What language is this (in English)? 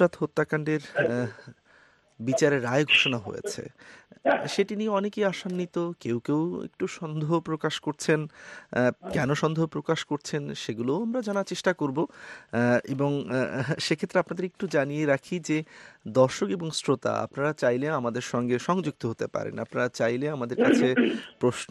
Bangla